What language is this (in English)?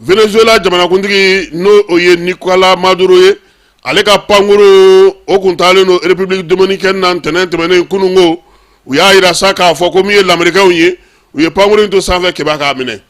Bambara